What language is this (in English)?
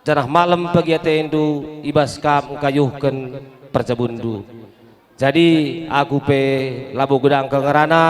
Batak Karo